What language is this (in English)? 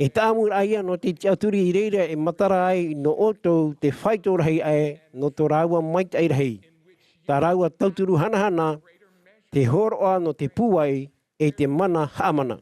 Tahitian